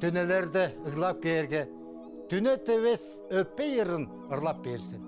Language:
Tuvinian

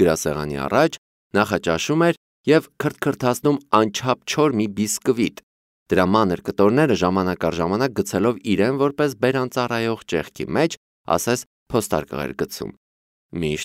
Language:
Armenian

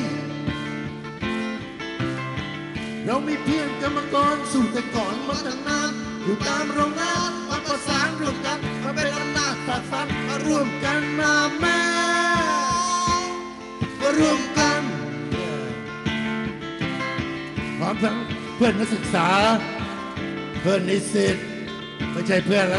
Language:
Thai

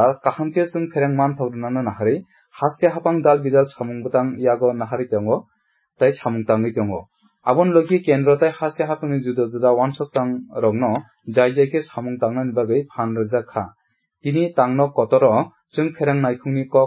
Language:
Kok Borok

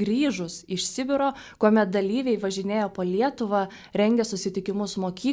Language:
Lithuanian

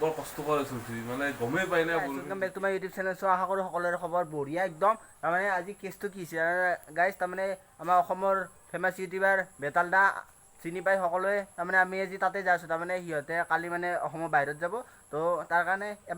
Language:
Assamese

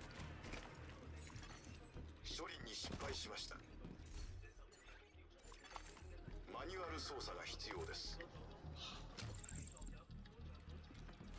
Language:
Japanese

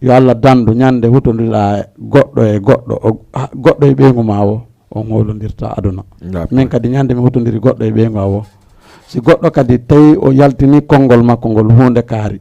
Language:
Fula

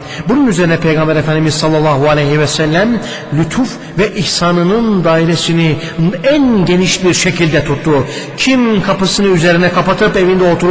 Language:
Turkish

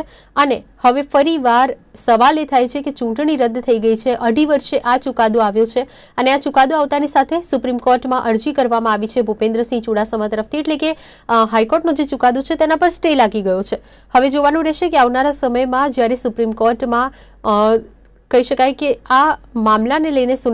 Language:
Gujarati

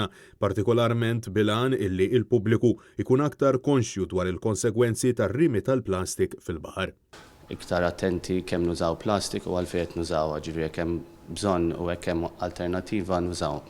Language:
Maltese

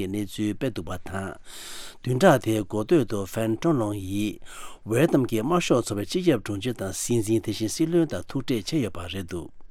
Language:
Tibetan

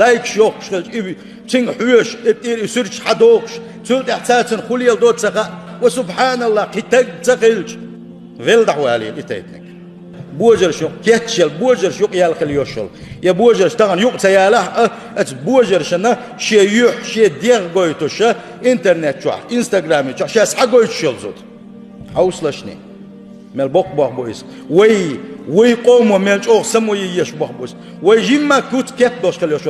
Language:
Chechen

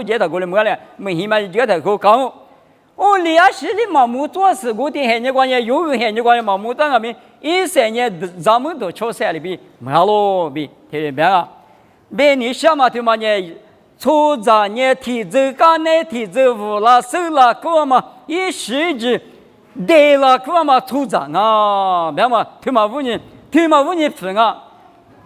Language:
Lisu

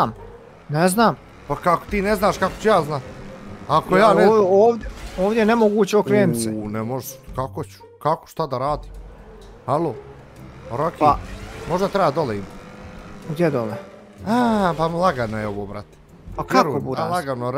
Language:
Bosnian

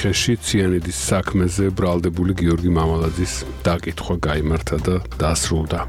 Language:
Georgian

